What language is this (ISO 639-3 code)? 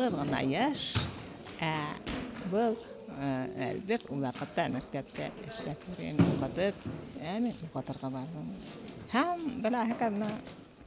bak